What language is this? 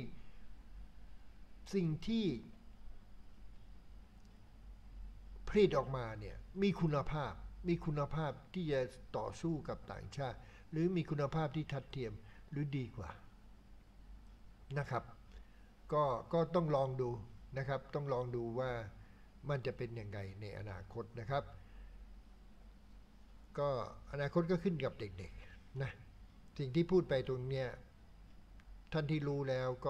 Thai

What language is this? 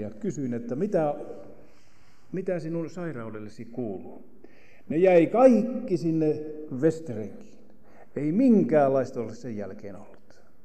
Finnish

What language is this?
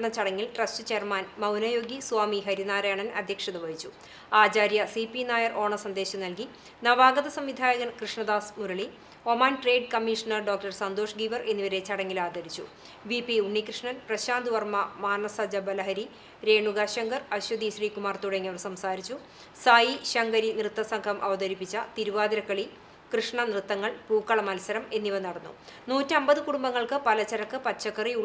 Malayalam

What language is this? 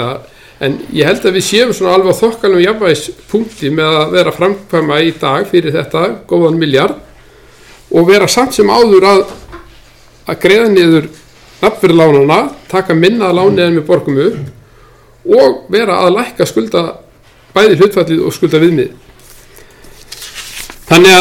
Icelandic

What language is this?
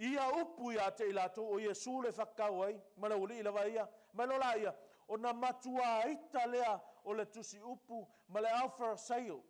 Samoan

